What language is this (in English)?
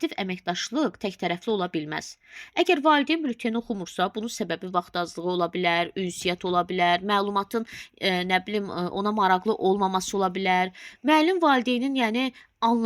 Azerbaijani